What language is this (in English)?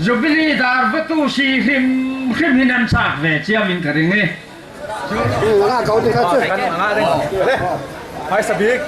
Falam Chin